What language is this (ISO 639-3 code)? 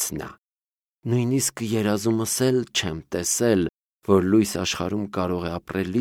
hye